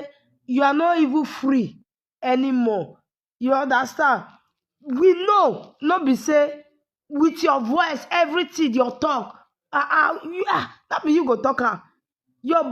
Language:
Nigerian Pidgin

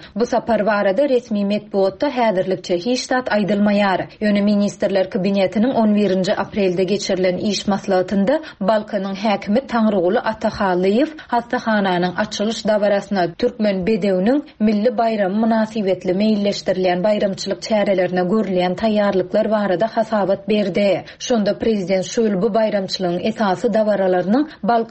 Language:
Turkmen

